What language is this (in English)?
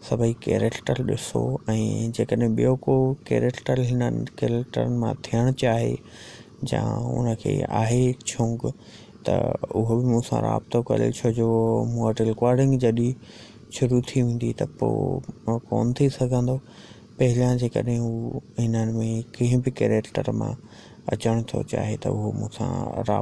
Sindhi